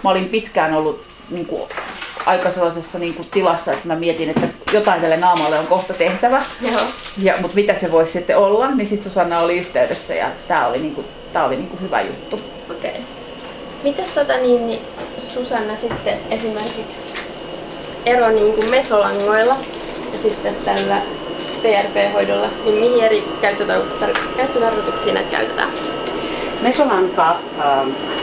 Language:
Finnish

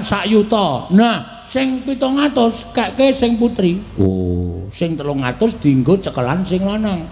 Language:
Javanese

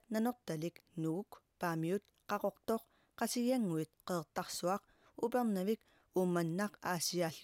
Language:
Kalaallisut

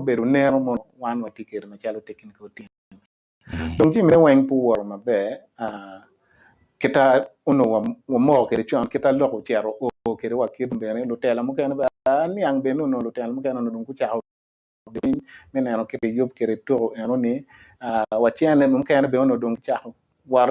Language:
Acoli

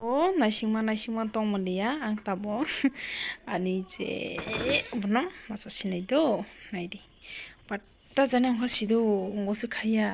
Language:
Kok Borok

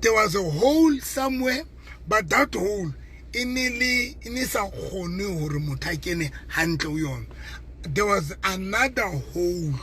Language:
Southern Sotho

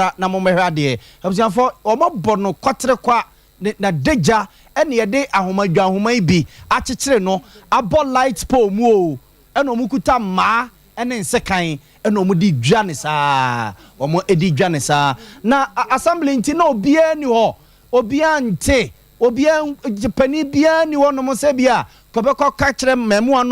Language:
Akan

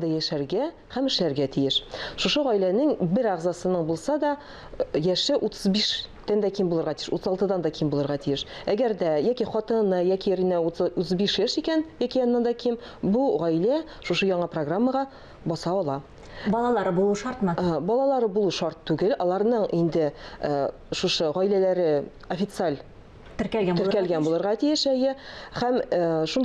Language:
Tatar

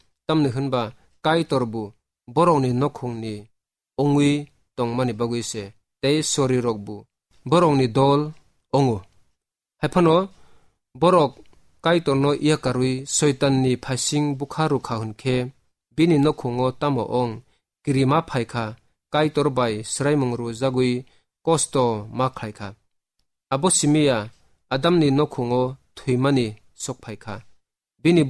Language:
Kok Borok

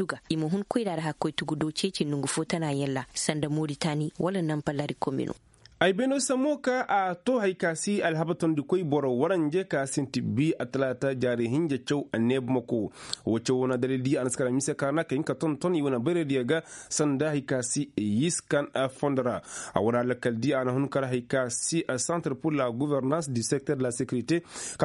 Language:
Koyraboro Senni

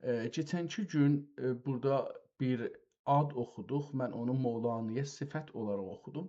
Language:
South Azerbaijani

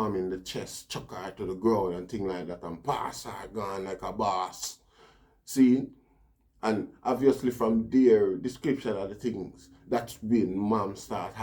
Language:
Jamaican Creole English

